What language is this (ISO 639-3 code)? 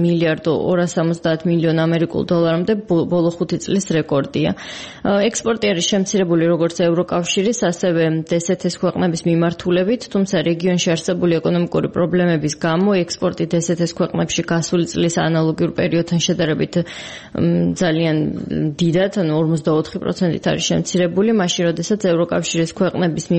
kat